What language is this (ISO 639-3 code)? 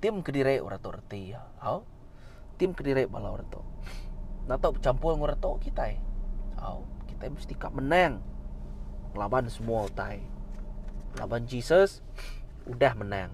iba